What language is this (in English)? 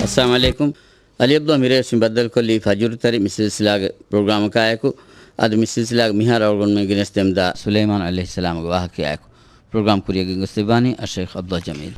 Divehi